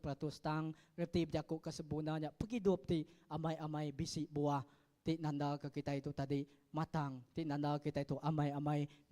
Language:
Iban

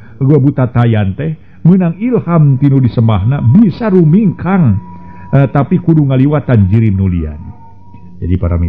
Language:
Sundanese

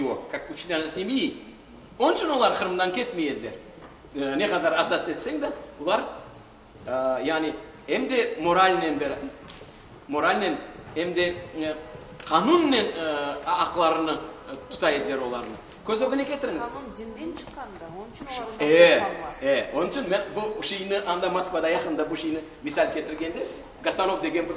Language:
Crimean Tatar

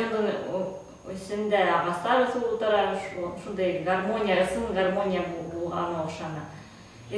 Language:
Bashkir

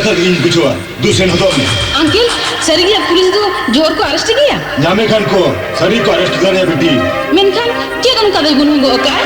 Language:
Santali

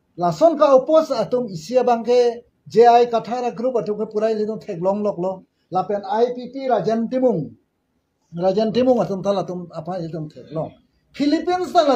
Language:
Karbi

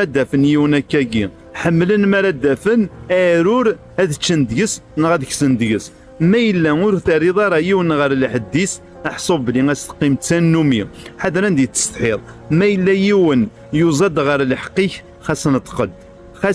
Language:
Kabyle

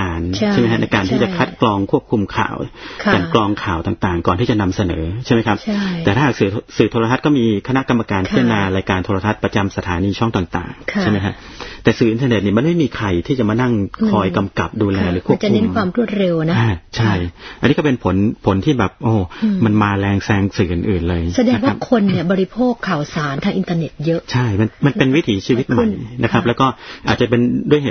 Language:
Thai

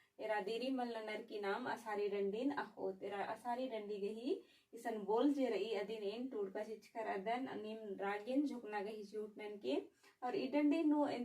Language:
Kurukh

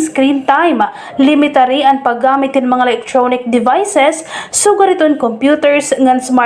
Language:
Waray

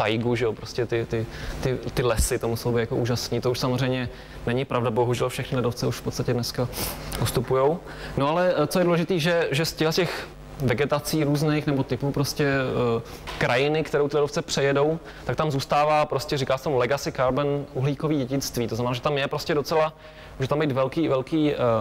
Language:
Czech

